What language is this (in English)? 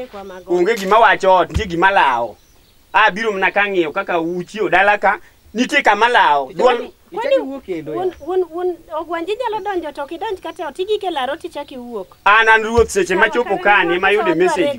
Luo (Kenya and Tanzania)